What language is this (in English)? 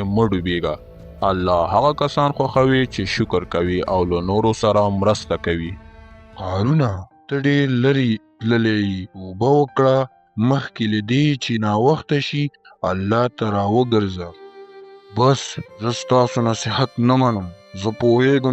Pashto